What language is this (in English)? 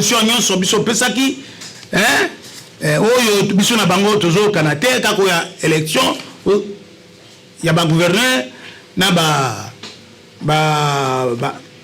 Lingala